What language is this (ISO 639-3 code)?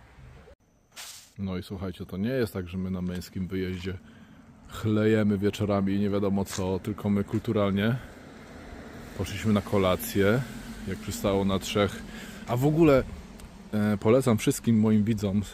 pol